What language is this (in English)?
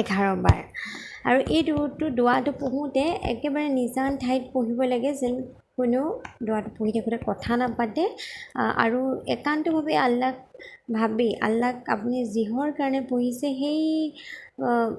Assamese